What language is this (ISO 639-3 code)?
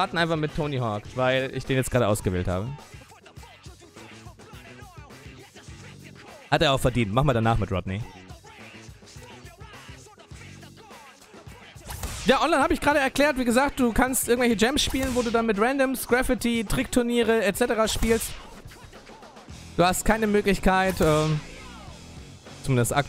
deu